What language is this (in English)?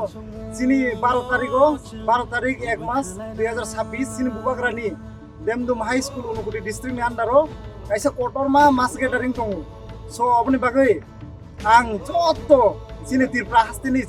Kok Borok